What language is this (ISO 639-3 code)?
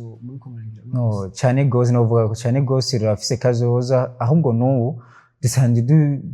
run